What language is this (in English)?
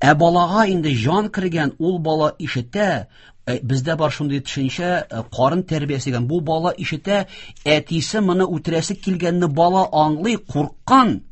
Tatar